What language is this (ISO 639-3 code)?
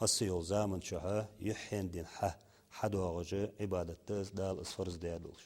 inh